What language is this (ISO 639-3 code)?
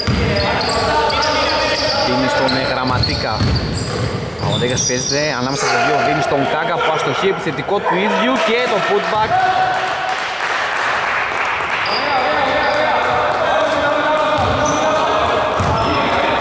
ell